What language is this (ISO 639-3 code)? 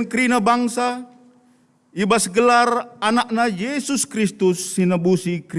btx